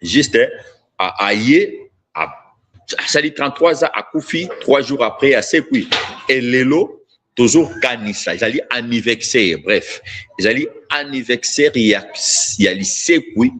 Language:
Lingala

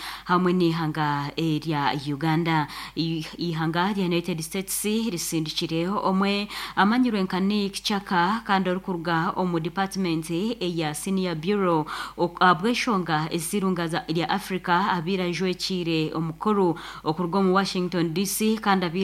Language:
Nyankole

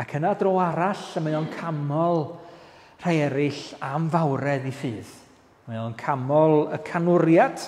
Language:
Welsh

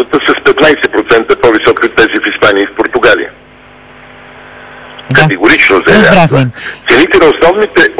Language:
Bulgarian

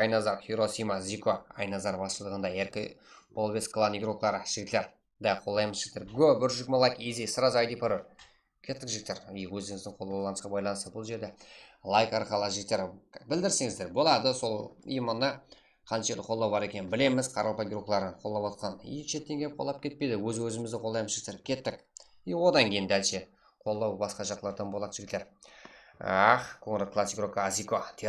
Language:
Kara-Kalpak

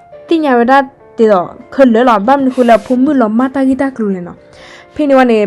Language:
S'gaw Karen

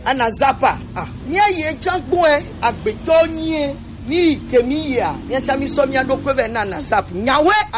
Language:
Gen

